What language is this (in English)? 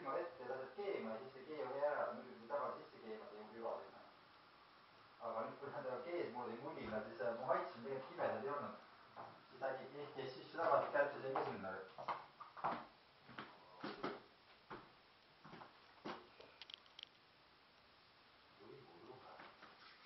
Estonian